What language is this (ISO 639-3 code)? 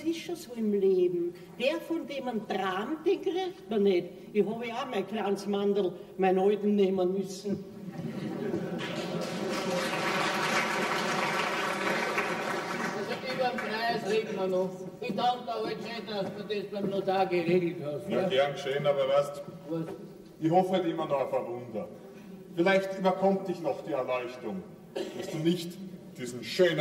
deu